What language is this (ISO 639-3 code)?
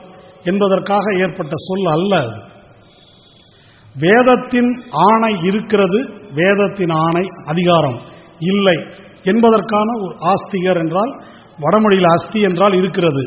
tam